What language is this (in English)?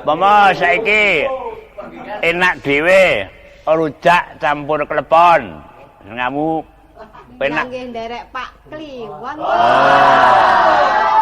Javanese